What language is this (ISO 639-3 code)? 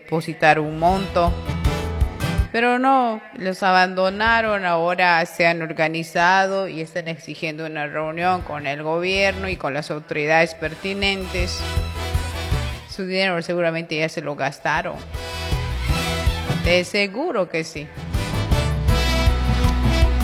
spa